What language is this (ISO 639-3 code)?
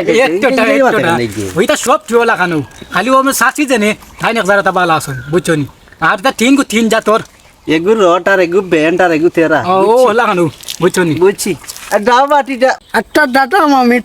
syl